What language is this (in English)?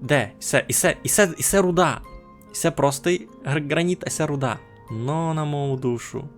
Rusyn